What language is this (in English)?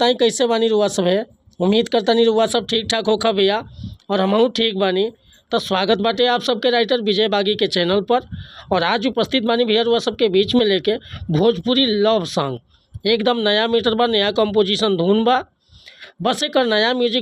Bhojpuri